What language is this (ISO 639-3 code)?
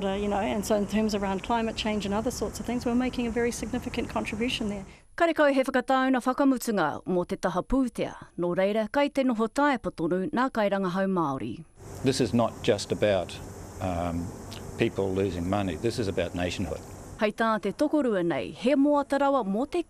mri